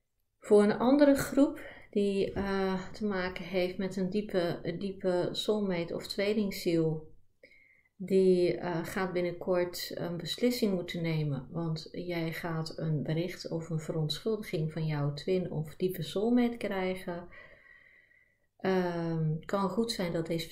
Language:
Dutch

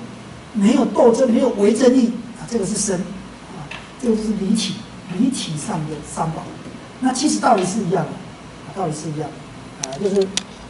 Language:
Chinese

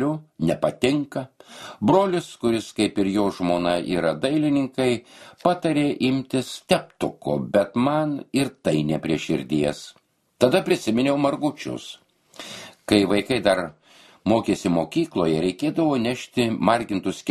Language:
Lithuanian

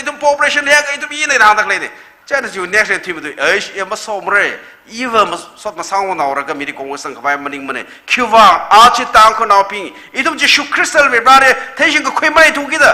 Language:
Tangkhul Naga (India)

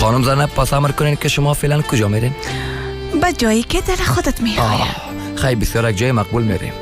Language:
Persian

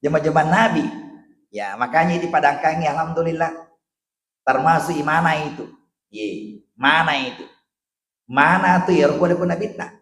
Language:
Buginese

